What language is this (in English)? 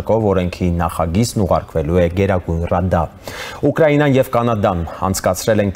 Armenian